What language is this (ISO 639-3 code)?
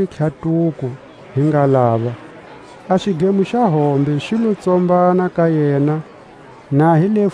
tsc